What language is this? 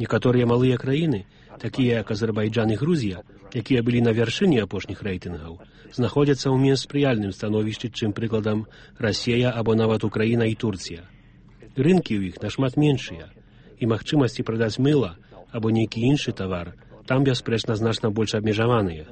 Belarusian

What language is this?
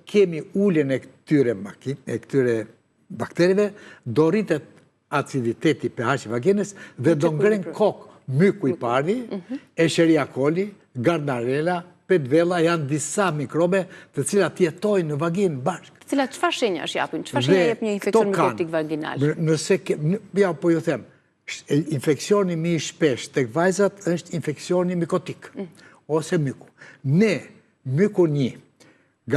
Albanian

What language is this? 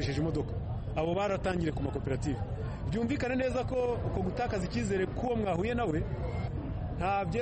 Kinyarwanda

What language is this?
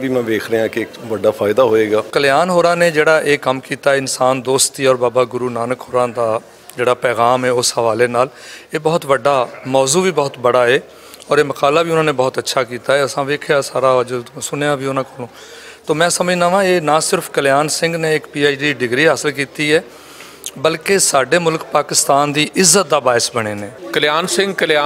Western Panjabi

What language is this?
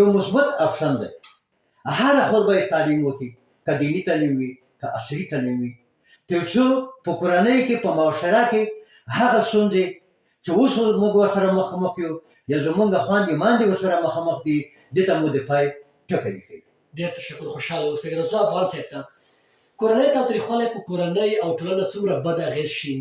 Pashto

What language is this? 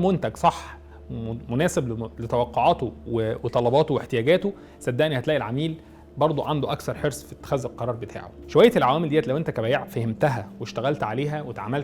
Egyptian Arabic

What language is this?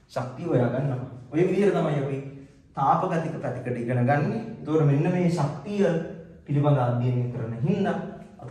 Sinhala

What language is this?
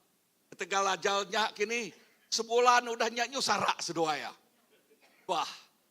Iban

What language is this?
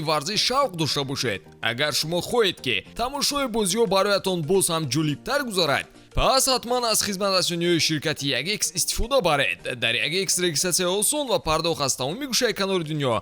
Tajik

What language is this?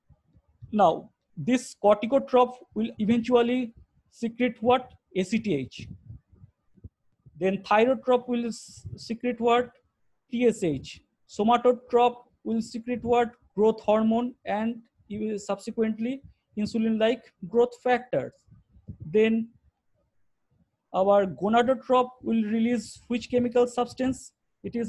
English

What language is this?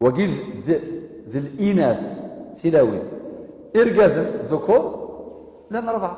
Kabyle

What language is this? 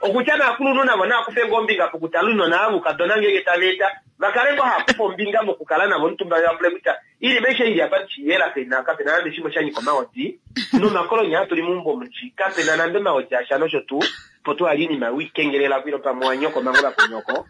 Kuanyama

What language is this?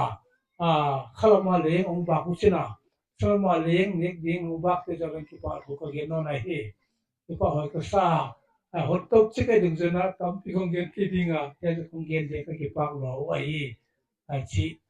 Paite Chin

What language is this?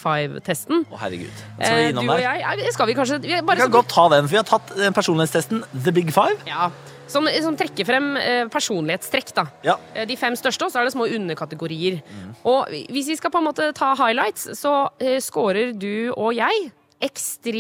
Norwegian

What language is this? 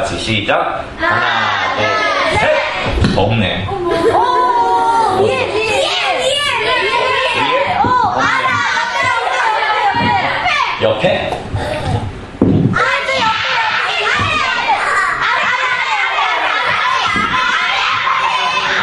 Korean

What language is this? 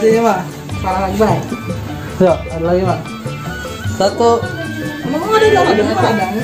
Betawi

